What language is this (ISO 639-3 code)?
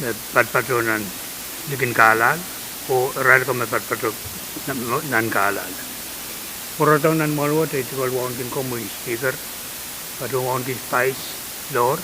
pon